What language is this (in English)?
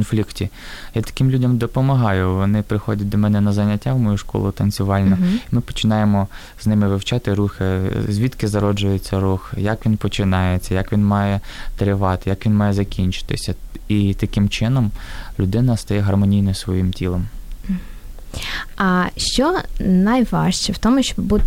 Ukrainian